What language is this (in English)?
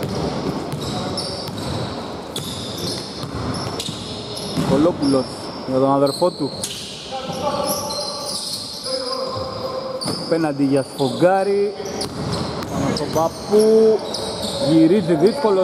Greek